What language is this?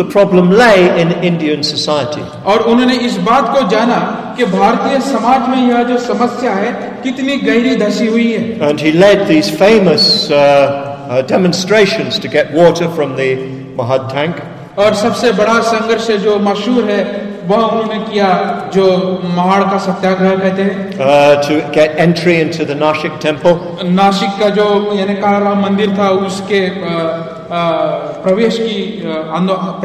Hindi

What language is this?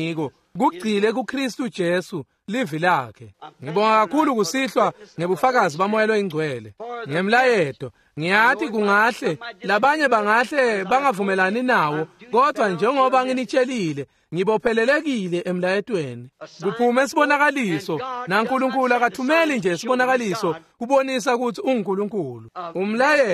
Swati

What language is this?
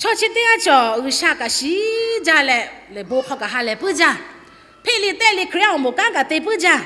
Lahu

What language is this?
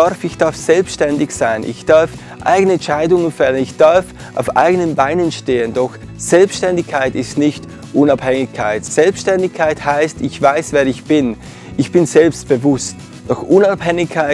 Swiss German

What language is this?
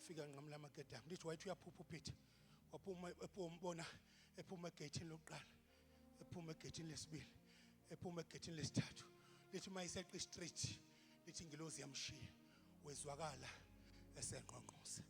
Zulu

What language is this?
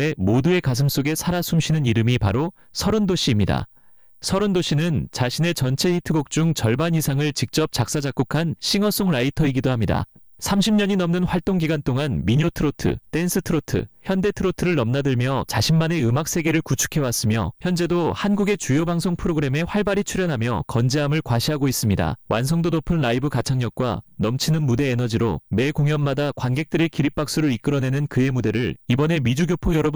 Korean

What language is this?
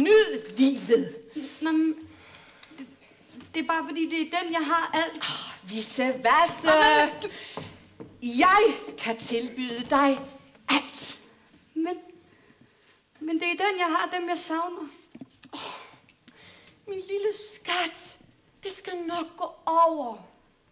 Danish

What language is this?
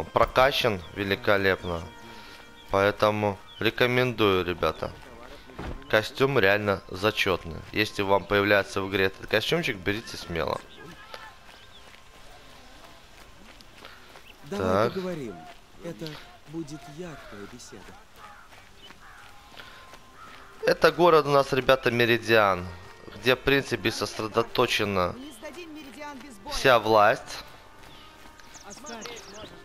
Russian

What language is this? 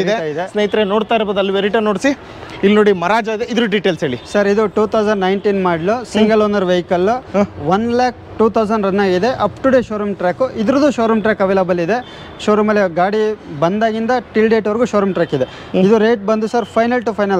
Kannada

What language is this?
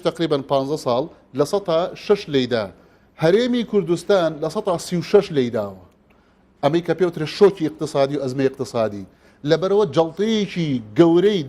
Central Kurdish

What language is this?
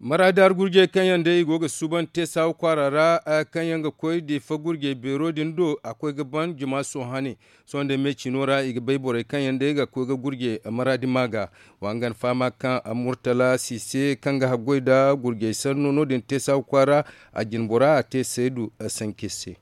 Zarma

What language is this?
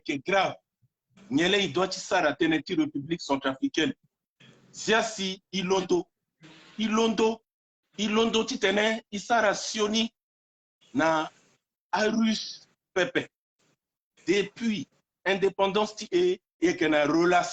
Sango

